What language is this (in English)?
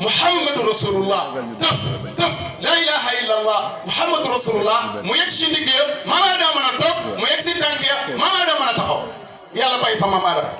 Wolof